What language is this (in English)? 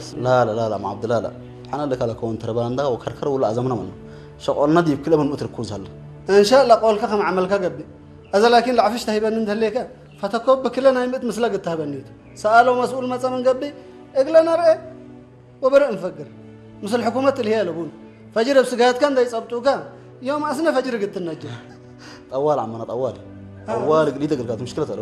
Tigrinya